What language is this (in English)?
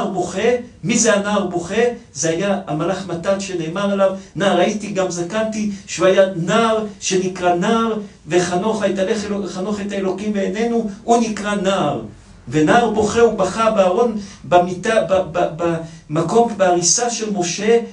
Hebrew